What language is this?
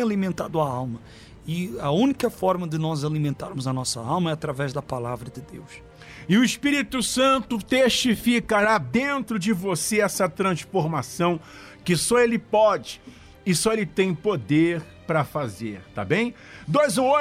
Portuguese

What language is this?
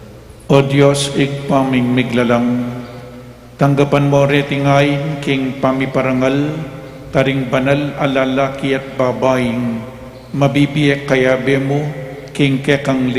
Pampanga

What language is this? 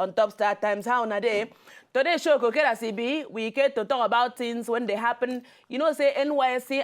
Nigerian Pidgin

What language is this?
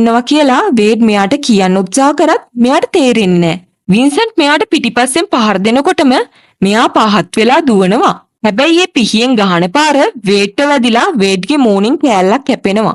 Sinhala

